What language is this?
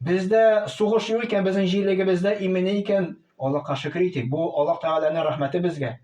Tatar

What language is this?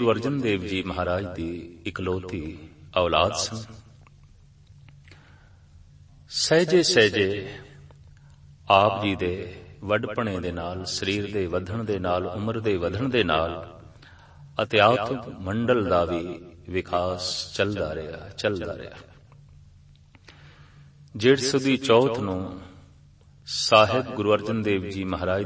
Punjabi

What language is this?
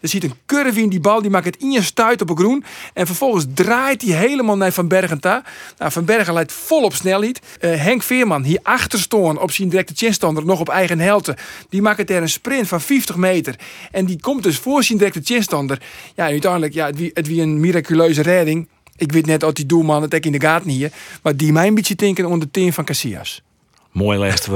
Western Frisian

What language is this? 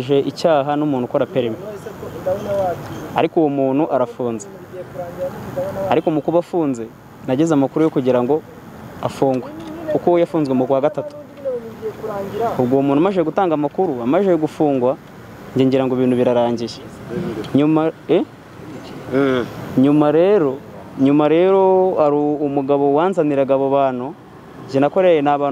Kinyarwanda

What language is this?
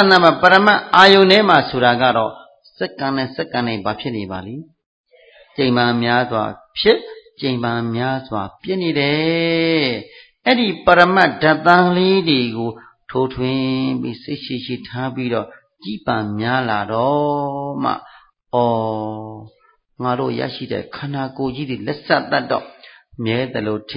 Burmese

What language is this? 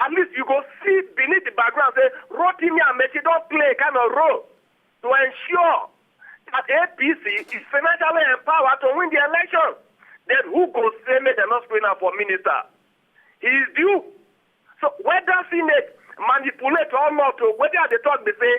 Nigerian Pidgin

